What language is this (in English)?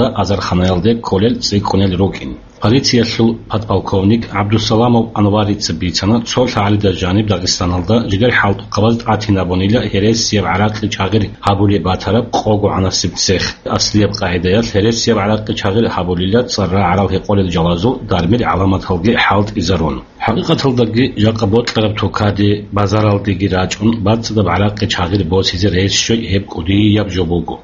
Avaric